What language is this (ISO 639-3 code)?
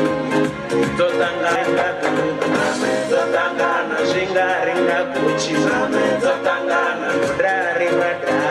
ven